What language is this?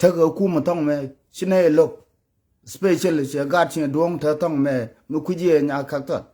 Nuer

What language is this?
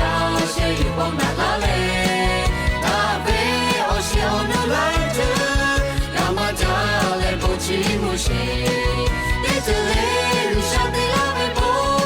Lahu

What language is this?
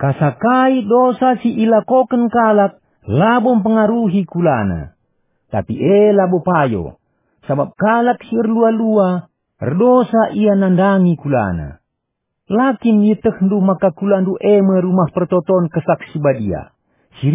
Batak Karo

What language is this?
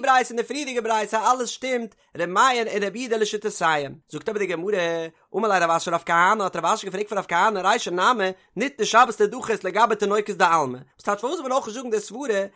Yiddish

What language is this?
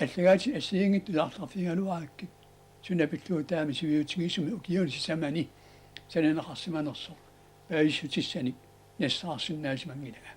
Kalaallisut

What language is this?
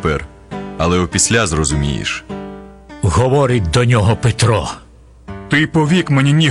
Ukrainian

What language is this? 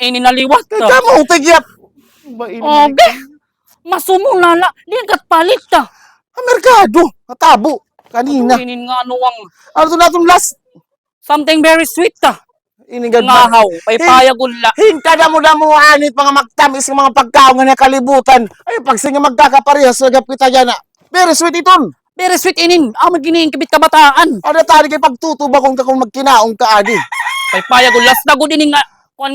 Waray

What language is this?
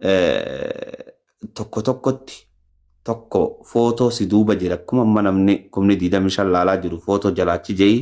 Oromo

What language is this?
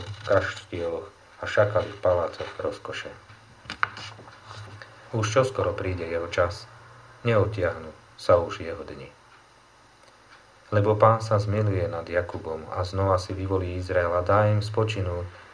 Slovak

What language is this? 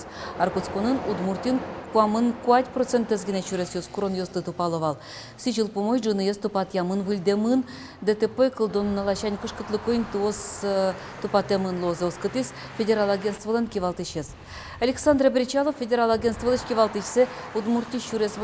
Udmurt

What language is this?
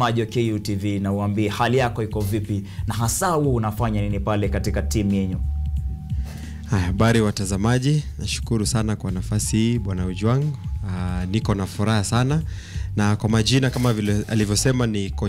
Swahili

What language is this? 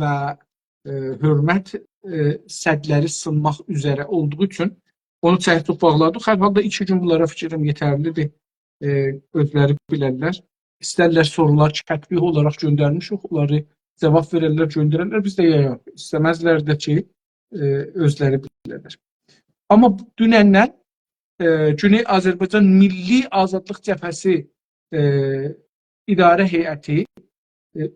South Azerbaijani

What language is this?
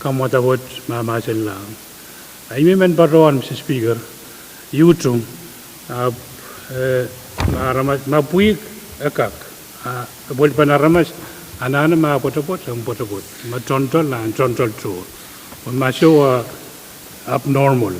Pohnpeian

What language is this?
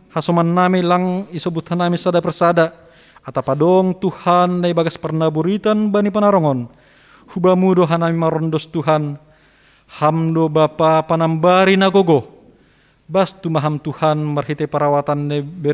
Batak Simalungun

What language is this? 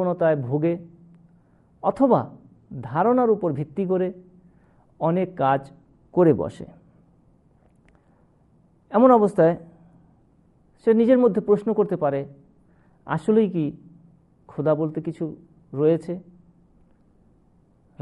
Bangla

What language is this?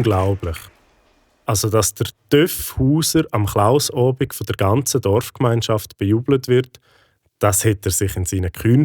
Swiss German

